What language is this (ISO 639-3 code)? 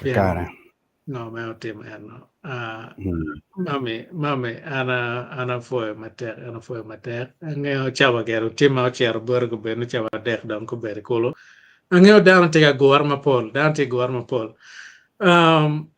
ach